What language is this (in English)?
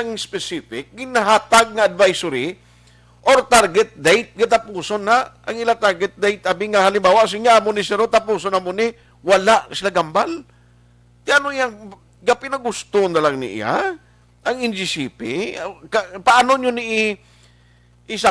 Hiligaynon